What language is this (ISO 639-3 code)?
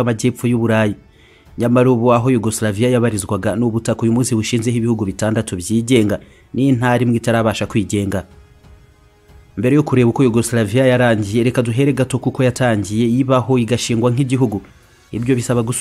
kin